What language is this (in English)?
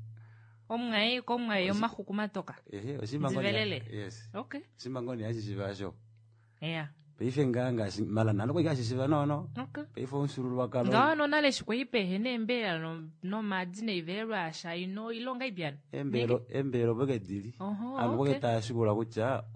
Kuanyama